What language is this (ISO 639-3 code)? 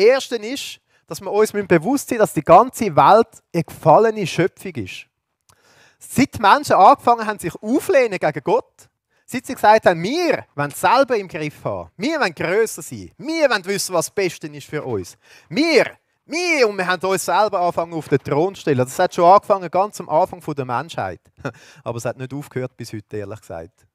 gsw